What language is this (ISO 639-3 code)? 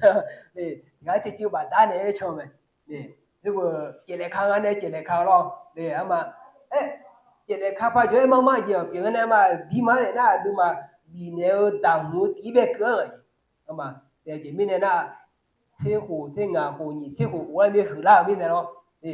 ahk